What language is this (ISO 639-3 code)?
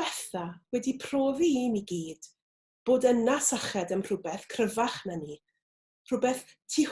cym